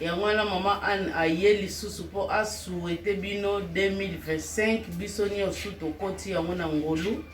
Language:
Lingala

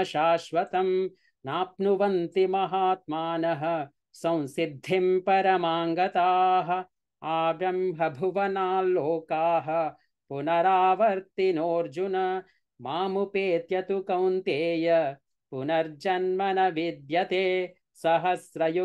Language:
Sanskrit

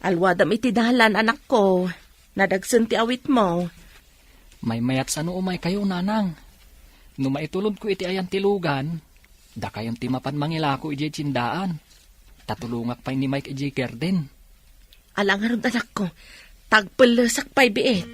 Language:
Iloko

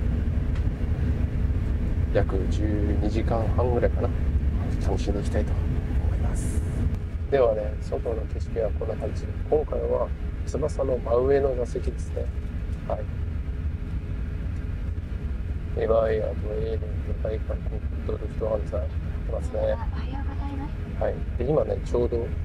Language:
Japanese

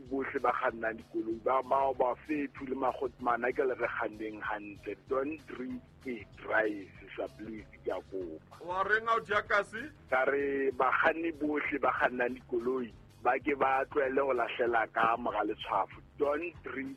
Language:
Southern Sotho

